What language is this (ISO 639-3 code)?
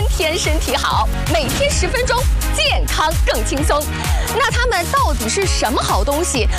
zho